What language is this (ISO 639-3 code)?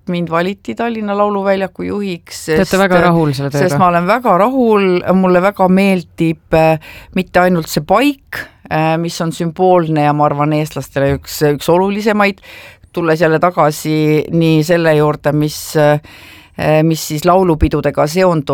est